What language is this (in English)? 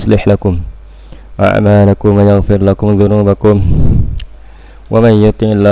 Indonesian